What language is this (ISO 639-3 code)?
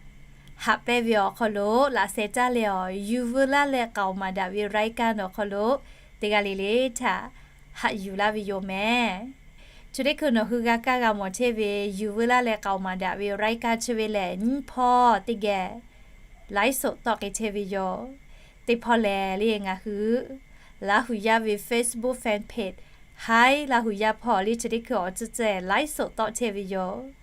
lhu